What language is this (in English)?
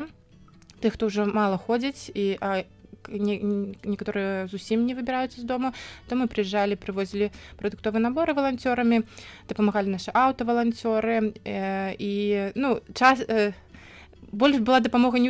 Belarusian